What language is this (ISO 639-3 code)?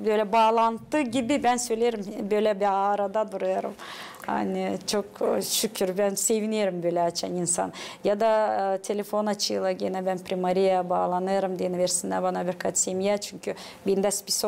gag